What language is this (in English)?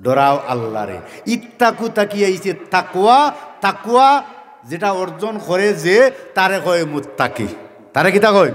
Sylheti